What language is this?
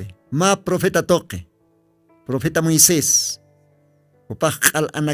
Aymara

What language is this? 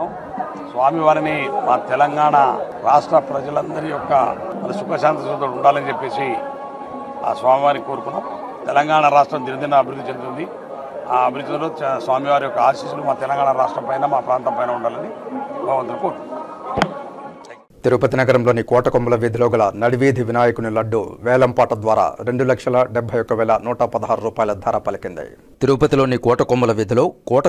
Telugu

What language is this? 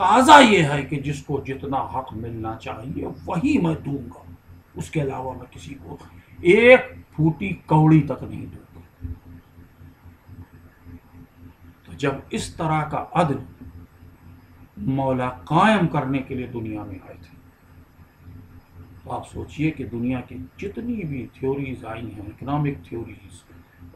Urdu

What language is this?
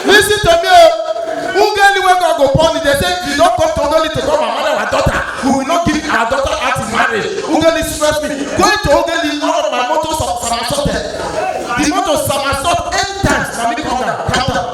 Nigerian Pidgin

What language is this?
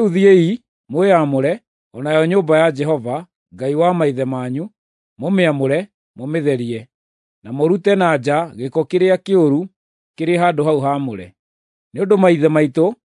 Kikuyu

